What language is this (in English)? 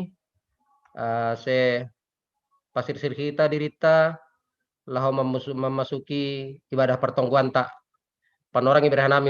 Batak Simalungun